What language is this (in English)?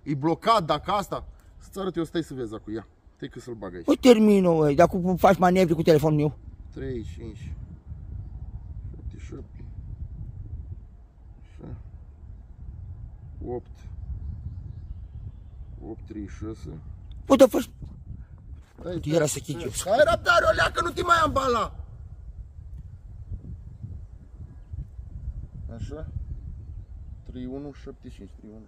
Romanian